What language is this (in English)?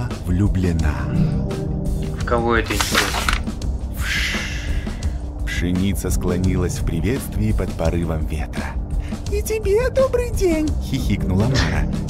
Russian